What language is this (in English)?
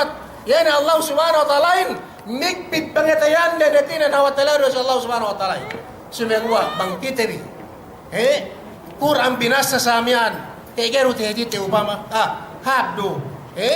Yakan